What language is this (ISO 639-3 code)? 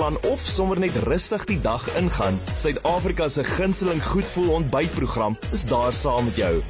afr